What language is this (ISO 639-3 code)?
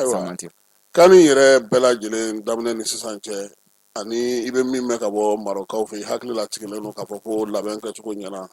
bam